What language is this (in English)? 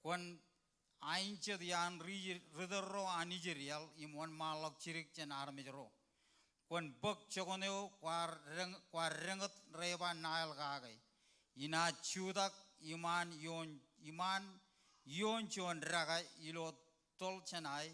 Marshallese